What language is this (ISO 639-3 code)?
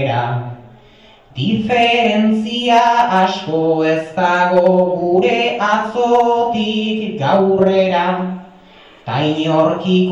eus